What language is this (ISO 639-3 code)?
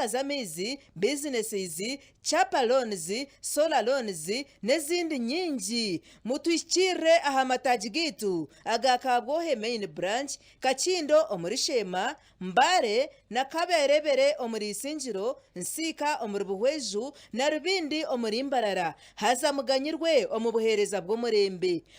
nyn